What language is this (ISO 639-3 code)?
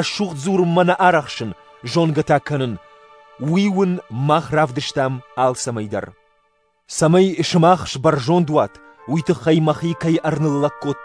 oss